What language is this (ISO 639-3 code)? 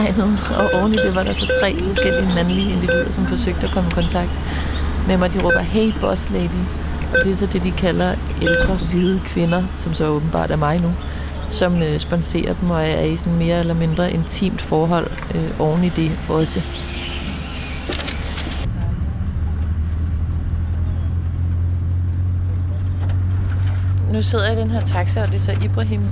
dan